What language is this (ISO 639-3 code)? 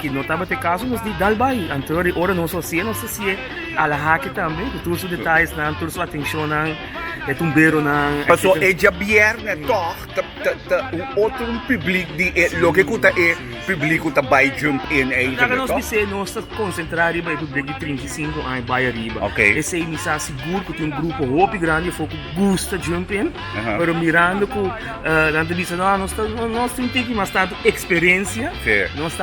pap